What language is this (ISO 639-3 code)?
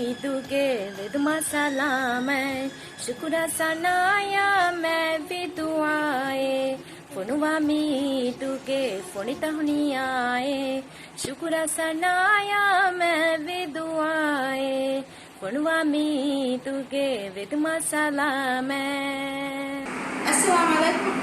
div